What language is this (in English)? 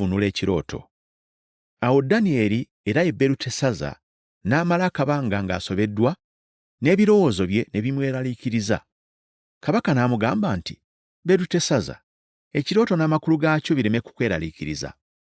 Ganda